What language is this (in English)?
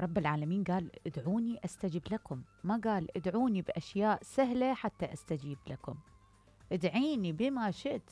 Mesopotamian Arabic